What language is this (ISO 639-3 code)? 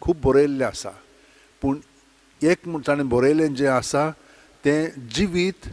kok